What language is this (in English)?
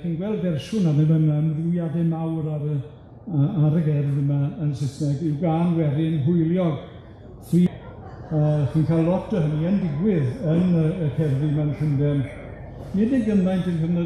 Welsh